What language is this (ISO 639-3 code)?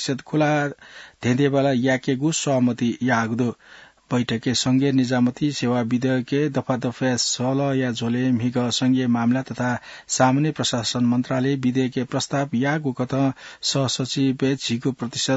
new